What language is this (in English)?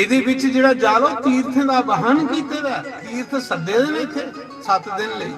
Dogri